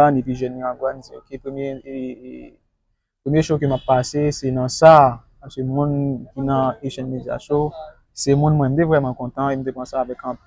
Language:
Haitian Creole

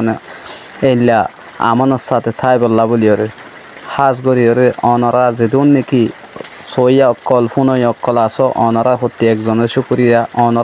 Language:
Rohingya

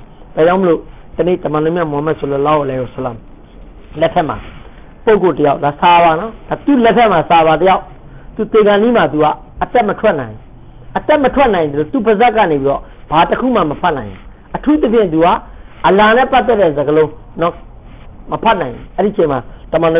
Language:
Burmese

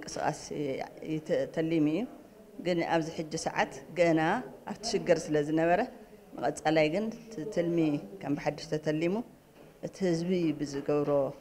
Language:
Tigrinya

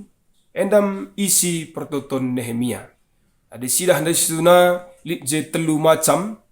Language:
Batak Karo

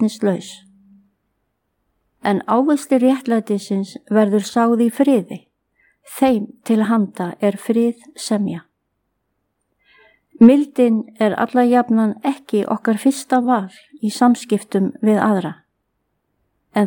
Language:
Icelandic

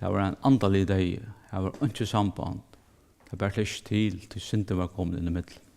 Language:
Faroese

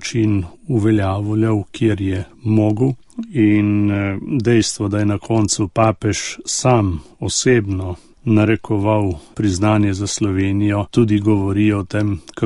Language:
Slovenian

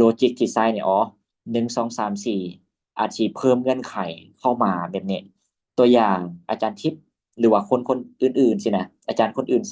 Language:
Lao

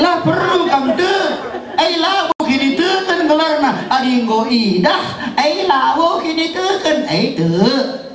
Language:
Batak Karo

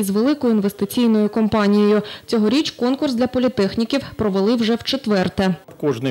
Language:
Ukrainian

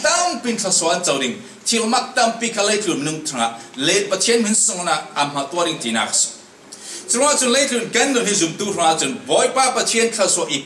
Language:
Falam Chin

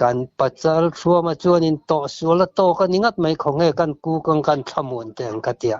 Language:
Mizo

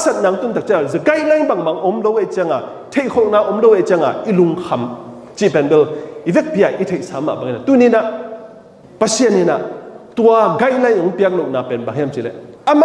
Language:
Tedim Chin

